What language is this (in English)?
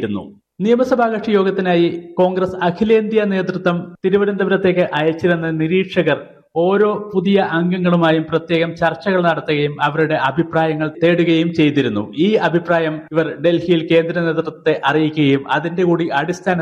Malayalam